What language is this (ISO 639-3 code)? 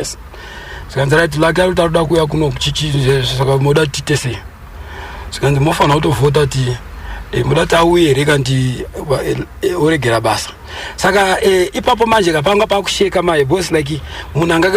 sna